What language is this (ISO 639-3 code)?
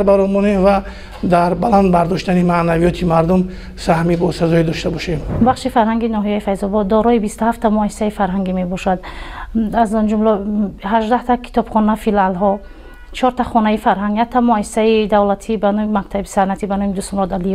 tgk